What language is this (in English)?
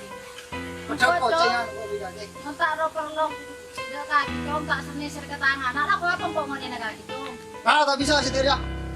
Madurese